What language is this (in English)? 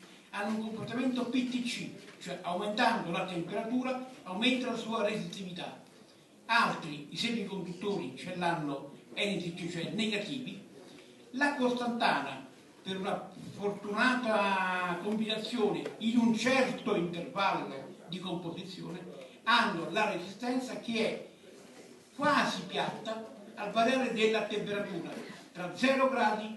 Italian